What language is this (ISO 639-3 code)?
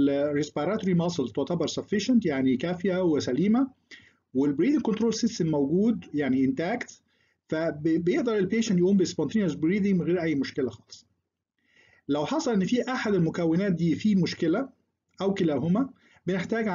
arz